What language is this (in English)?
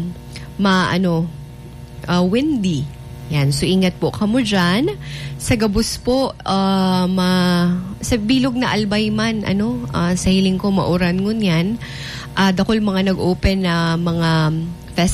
Bikol